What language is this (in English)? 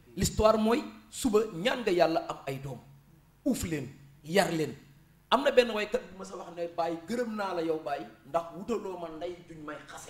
Wolof